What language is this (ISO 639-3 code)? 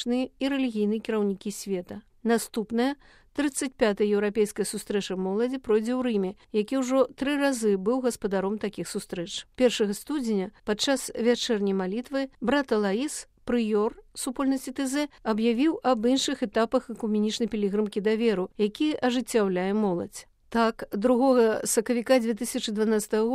bel